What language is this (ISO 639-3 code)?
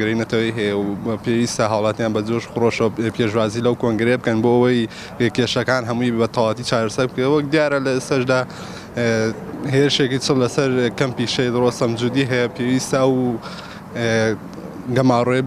ckb